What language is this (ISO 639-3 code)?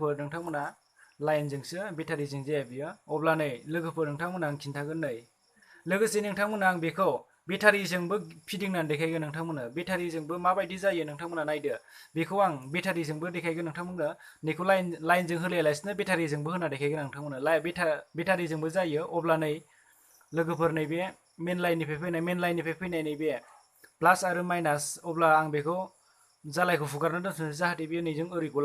brx